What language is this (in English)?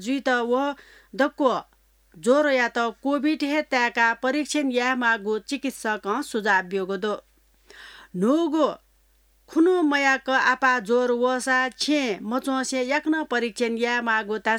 Newari